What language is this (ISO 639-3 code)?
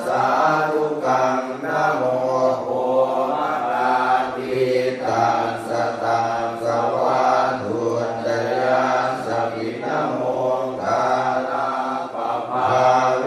pli